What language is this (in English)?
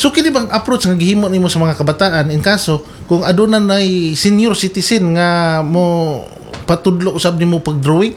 Cebuano